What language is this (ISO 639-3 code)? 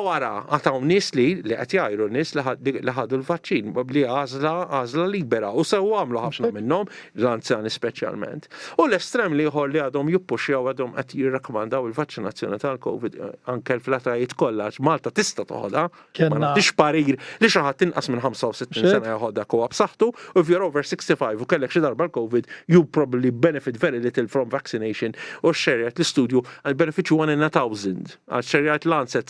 mlt